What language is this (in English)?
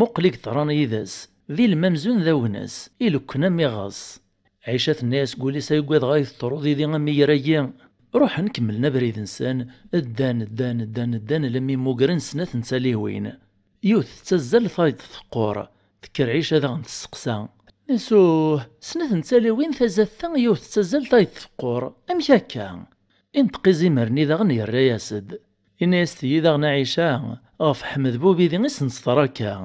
Kabyle